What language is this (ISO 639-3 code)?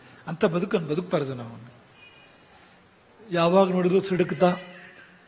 kan